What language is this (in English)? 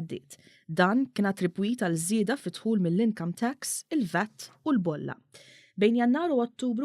Maltese